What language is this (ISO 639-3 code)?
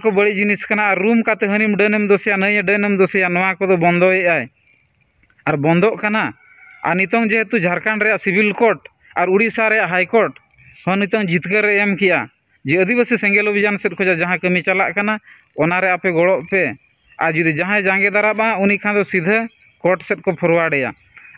sat